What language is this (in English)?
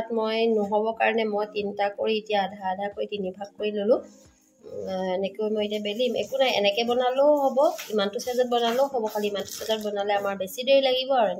Assamese